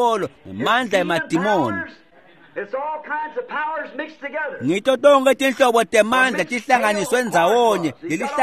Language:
Swati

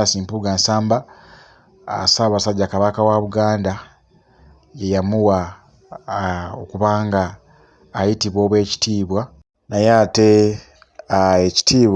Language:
Ganda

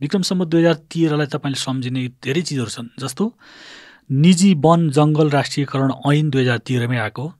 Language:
Nepali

